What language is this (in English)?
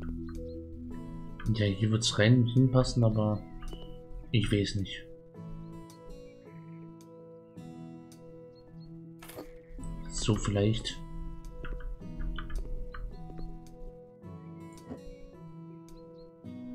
German